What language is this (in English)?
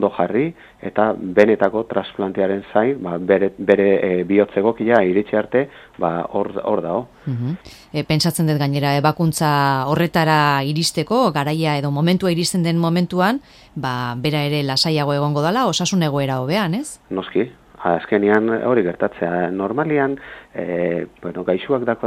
Basque